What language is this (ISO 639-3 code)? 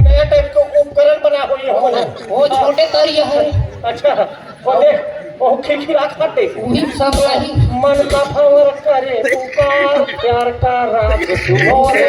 hne